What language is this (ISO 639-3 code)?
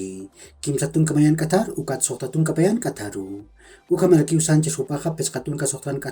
aym